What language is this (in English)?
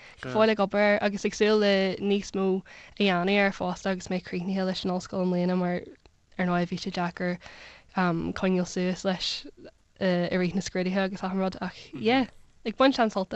Irish